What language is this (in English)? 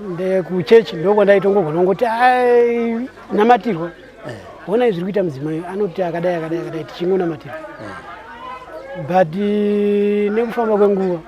Shona